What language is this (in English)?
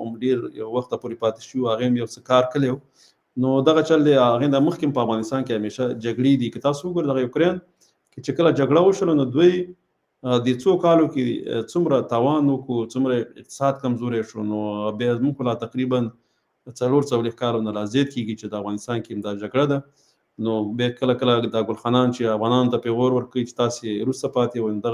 Pashto